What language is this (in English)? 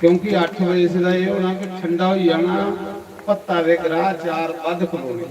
Dogri